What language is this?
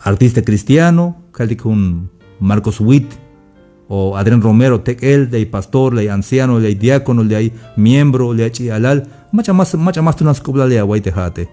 Tzeltal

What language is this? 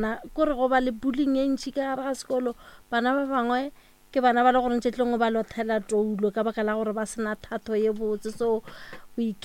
Northern Sotho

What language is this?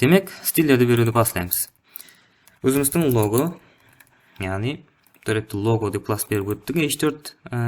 Kara-Kalpak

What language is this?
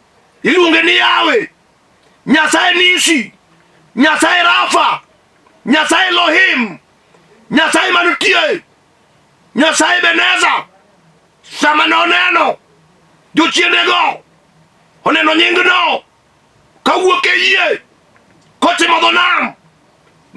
Luo (Kenya and Tanzania)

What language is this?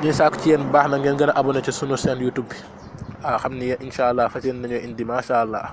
Wolof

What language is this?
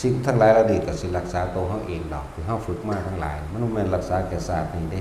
Northeastern Thai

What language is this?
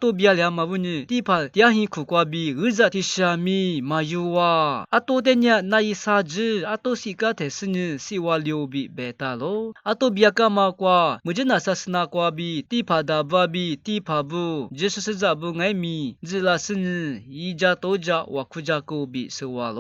Lisu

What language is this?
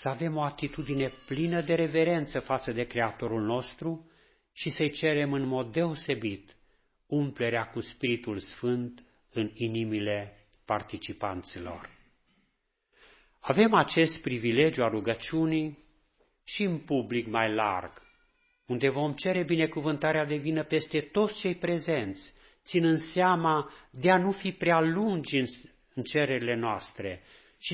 Romanian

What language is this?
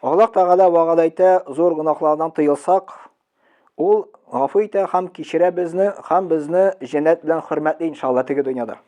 Tatar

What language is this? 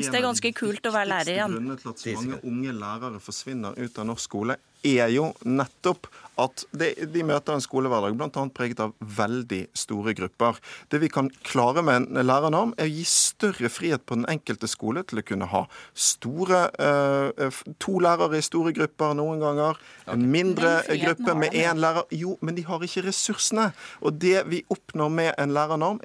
Norwegian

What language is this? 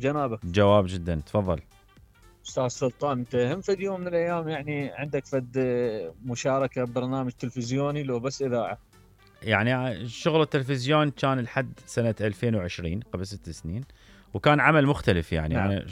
Mesopotamian Arabic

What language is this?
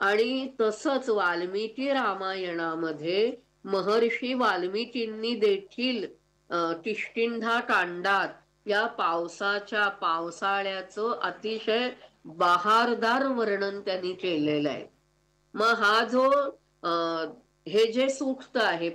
Marathi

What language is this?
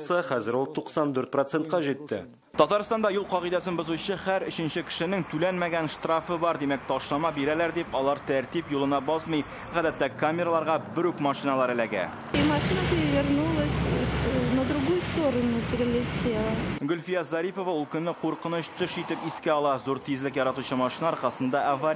Tatar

